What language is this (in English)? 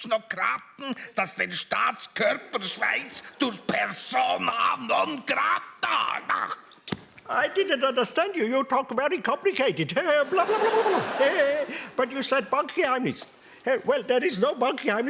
Swiss German